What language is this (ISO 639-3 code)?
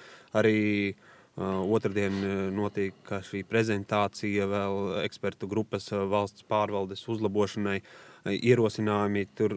lav